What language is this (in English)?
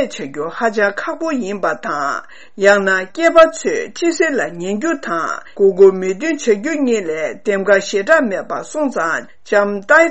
Tibetan